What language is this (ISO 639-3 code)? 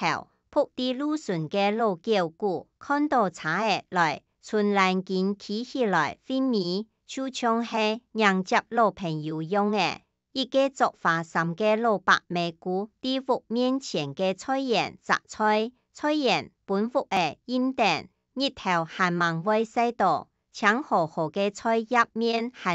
hak